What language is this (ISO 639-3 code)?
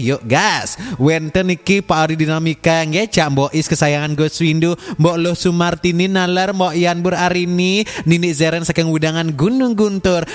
ban